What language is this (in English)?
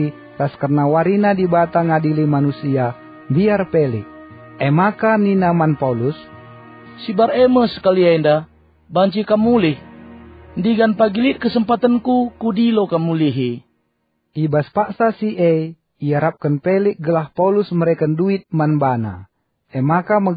Batak Karo